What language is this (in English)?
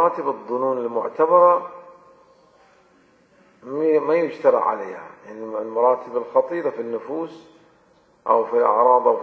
Arabic